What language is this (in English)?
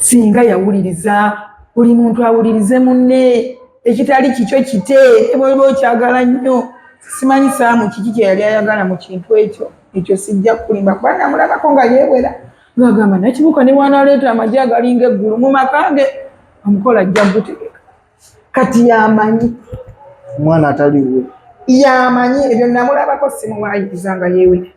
Ganda